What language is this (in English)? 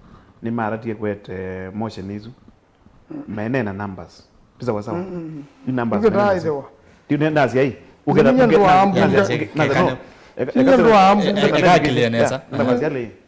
Kamba